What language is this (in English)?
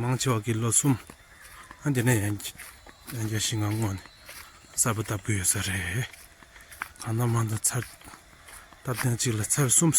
Tibetan